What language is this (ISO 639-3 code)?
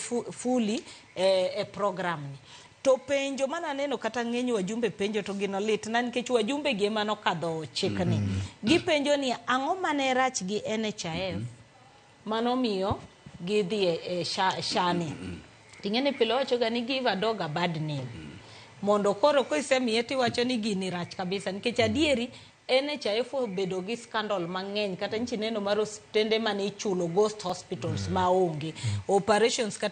luo